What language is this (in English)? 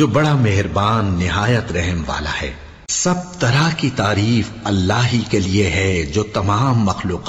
Urdu